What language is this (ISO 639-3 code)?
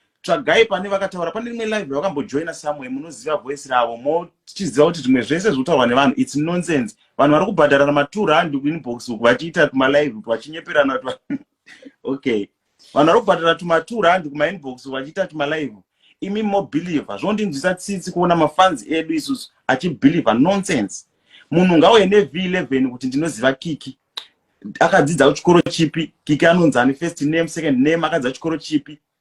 sna